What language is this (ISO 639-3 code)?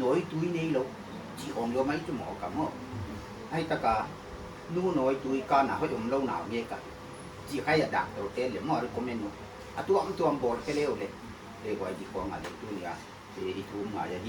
pck